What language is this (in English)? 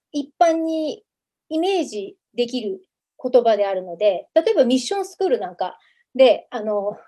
Japanese